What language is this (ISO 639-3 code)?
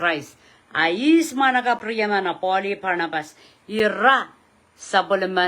pon